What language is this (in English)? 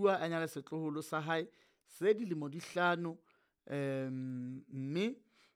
Southern Sotho